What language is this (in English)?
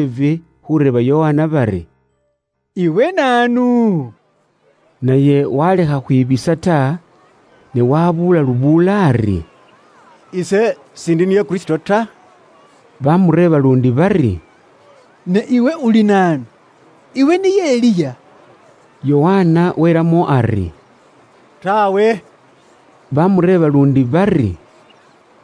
Luyia